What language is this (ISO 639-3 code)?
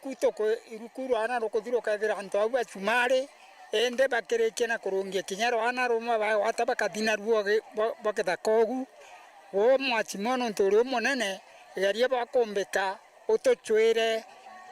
mer